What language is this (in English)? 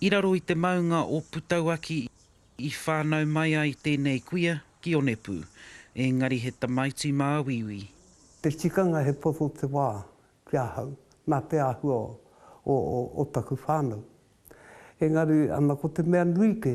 Māori